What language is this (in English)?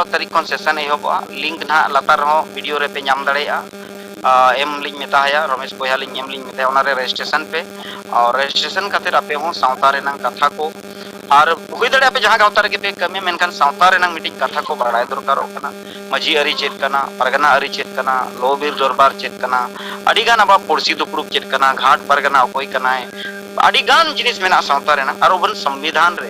Santali